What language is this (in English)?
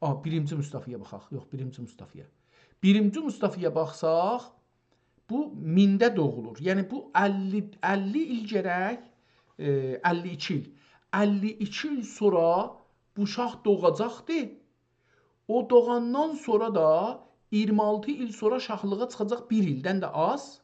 South Azerbaijani